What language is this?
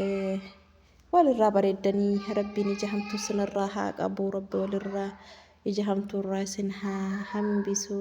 Oromo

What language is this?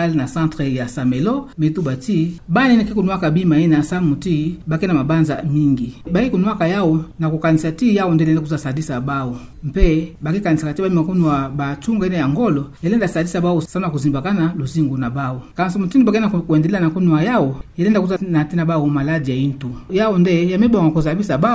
Kituba (Democratic Republic of Congo)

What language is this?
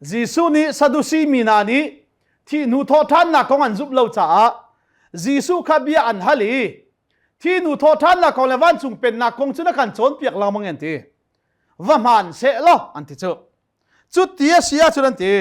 Hakha Chin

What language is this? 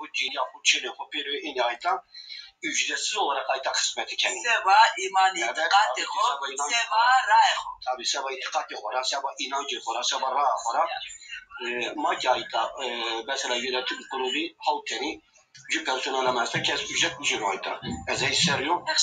Zaza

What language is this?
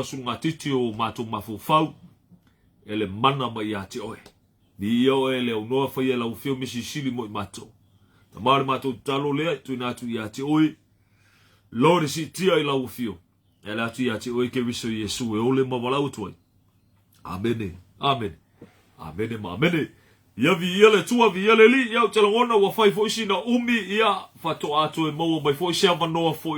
Samoan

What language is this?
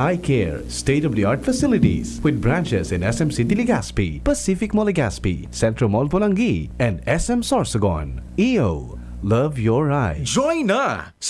Bikol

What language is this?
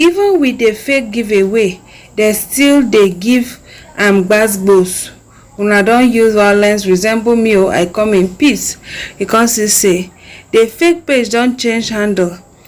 Nigerian Pidgin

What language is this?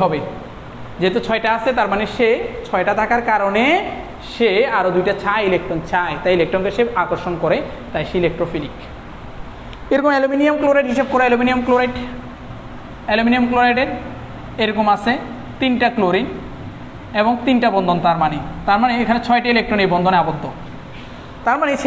Bangla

